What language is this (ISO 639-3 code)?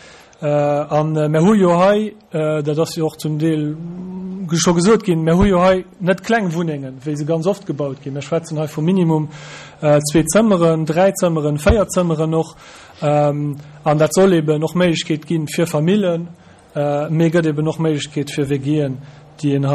ltz